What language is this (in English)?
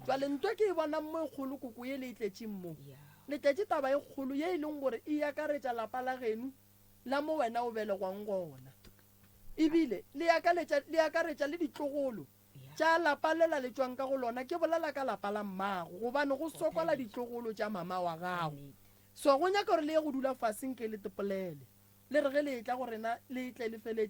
Northern Sotho